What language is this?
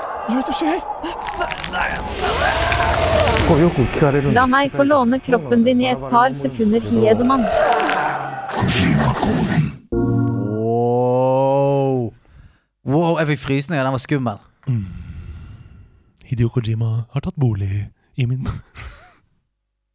Norwegian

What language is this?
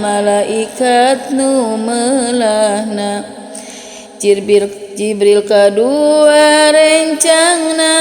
Sundanese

